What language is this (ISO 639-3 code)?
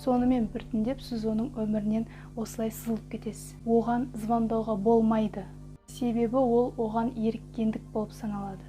kaz